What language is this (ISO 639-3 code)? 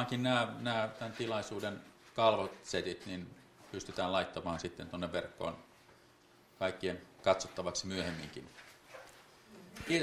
fin